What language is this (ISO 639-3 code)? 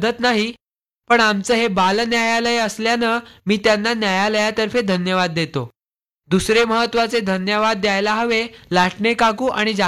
mar